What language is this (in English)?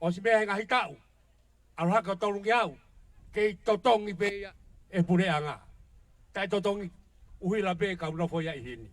Tongan